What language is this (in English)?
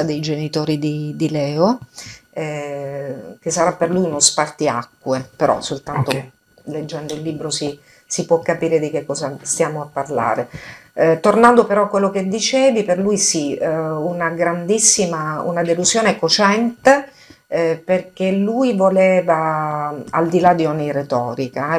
Italian